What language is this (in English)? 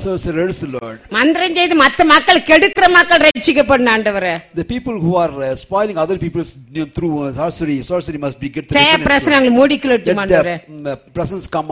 Tamil